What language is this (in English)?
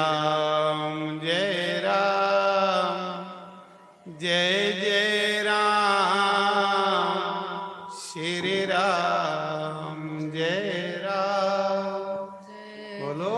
Dogri